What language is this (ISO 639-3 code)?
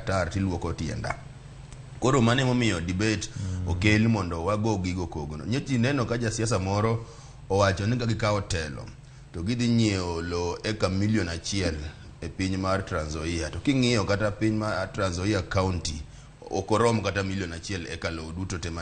luo